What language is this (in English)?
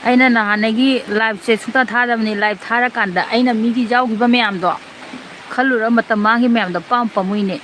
Manipuri